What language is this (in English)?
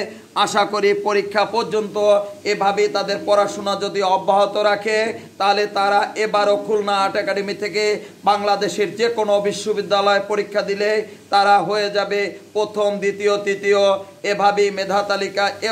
Bangla